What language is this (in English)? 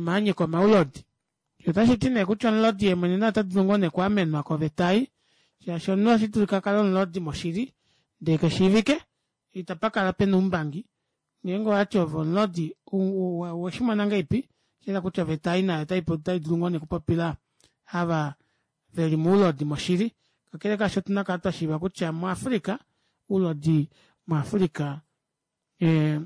Kuanyama